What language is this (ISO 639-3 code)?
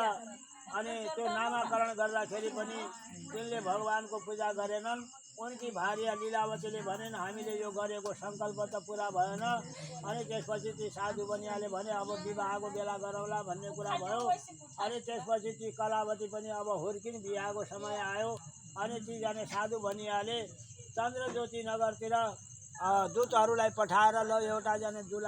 nep